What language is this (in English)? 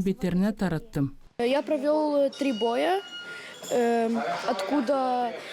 Gagauz